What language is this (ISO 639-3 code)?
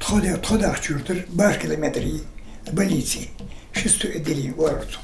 inh